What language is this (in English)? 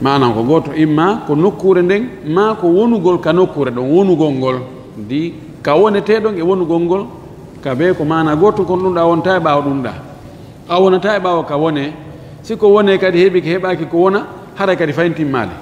Fula